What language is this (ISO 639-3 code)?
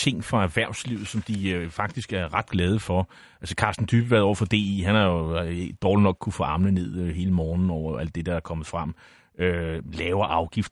dan